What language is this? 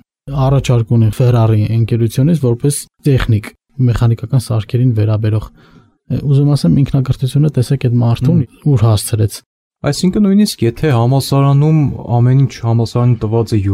Armenian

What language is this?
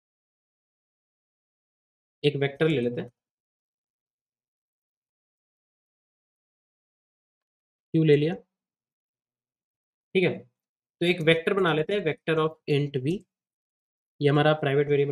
Hindi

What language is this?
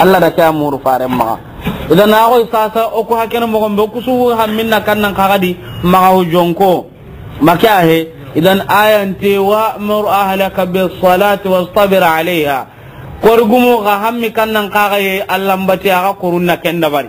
Soninke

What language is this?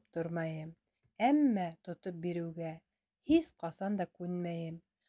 Bashkir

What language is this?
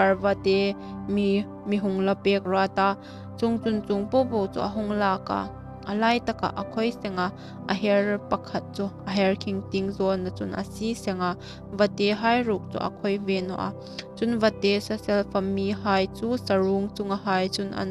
Hmar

